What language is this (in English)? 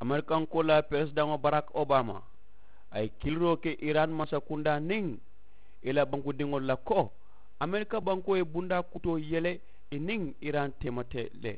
Mandingo